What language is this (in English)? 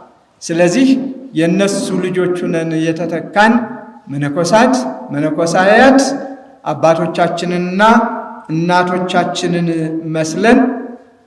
Amharic